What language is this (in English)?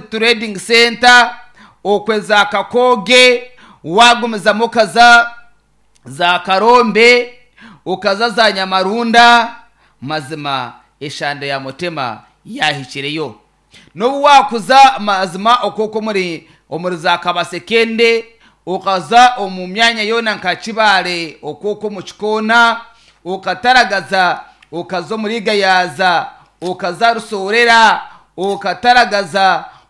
Nyankole